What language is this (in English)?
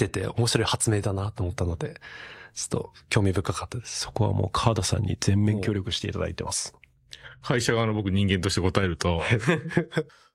Japanese